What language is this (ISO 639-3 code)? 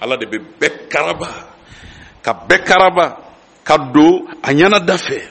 bam